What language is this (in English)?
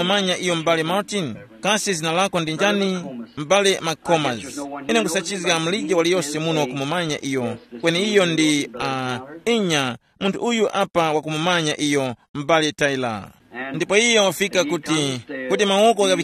Tumbuka